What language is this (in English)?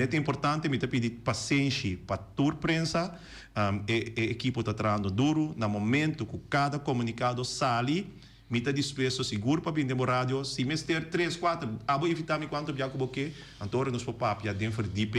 Papiamento